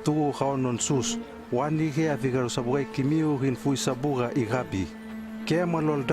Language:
Hano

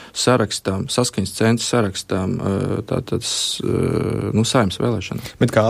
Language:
Latvian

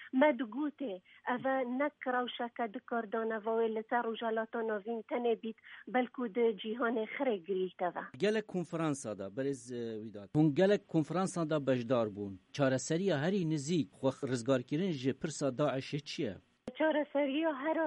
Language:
Kurdish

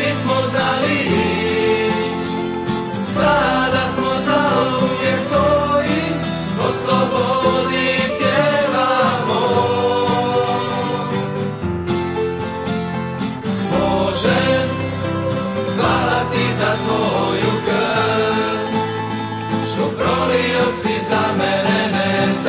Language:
Croatian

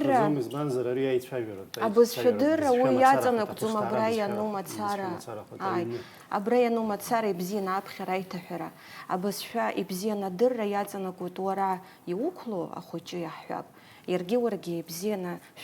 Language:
Abkhazian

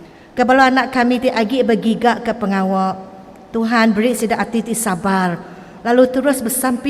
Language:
Iban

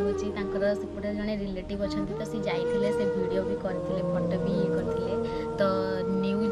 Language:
Odia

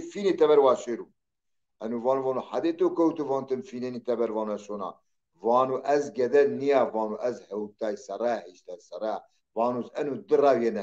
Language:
Zaza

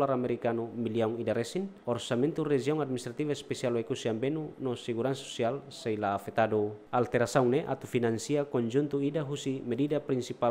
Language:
Tetum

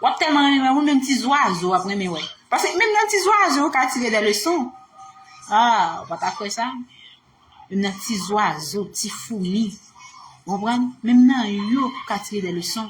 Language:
Haitian Creole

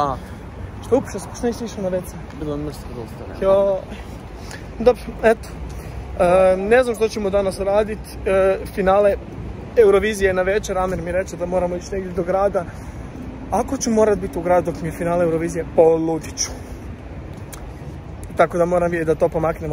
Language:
Croatian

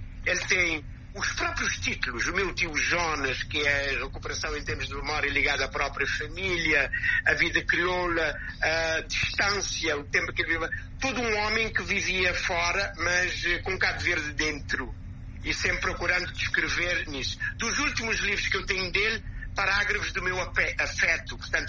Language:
Portuguese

